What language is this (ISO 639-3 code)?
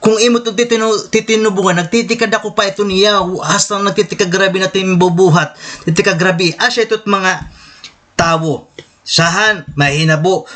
war